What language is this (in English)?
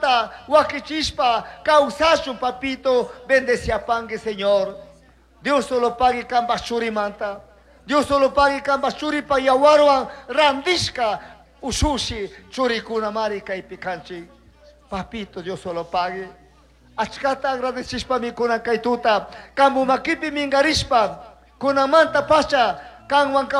Chimborazo Highland Quichua